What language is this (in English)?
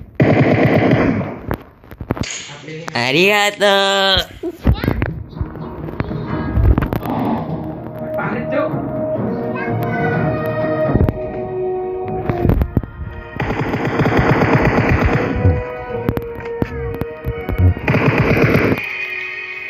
Indonesian